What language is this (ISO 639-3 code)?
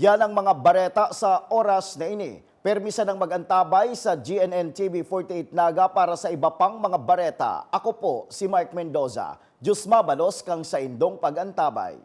bik